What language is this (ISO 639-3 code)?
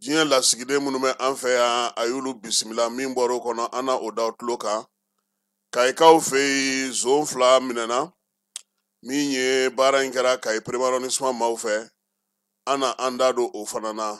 bam